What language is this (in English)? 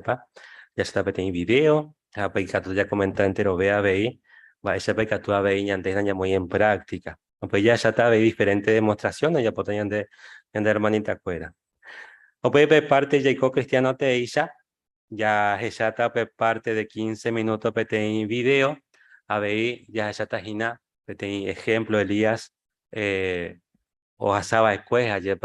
Guarani